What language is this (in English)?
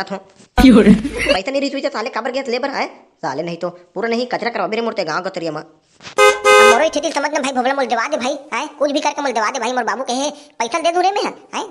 Chhattisgarhi